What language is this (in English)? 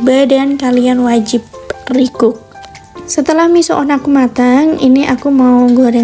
Indonesian